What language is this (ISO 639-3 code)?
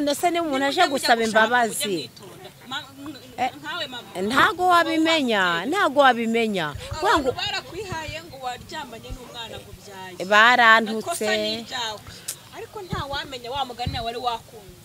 kin